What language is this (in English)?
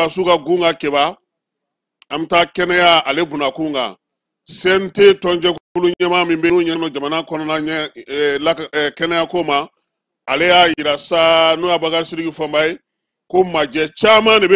Bambara